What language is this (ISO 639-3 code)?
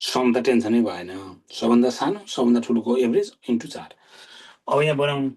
nep